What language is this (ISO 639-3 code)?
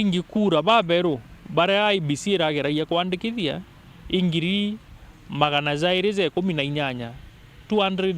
mer